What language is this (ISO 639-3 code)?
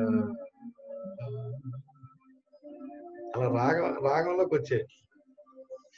tel